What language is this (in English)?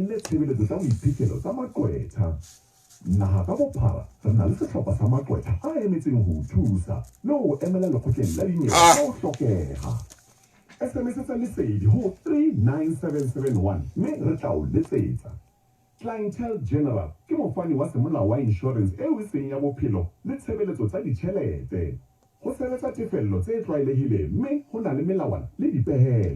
Southern Sotho